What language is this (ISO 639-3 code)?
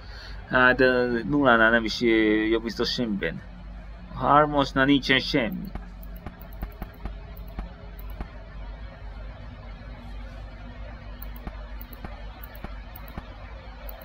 hun